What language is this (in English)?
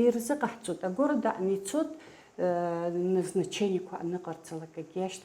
Abkhazian